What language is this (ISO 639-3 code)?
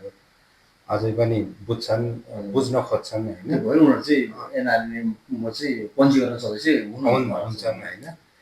nep